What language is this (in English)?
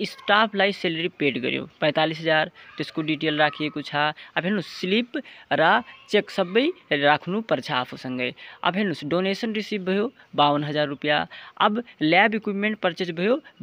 Nepali